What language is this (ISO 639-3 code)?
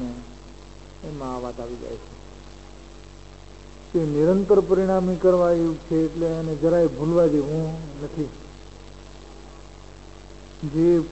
guj